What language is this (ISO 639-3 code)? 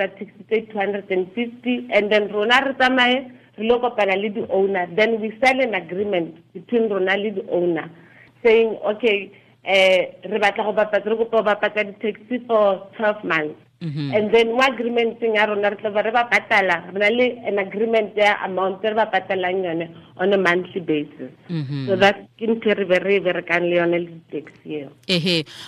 tsn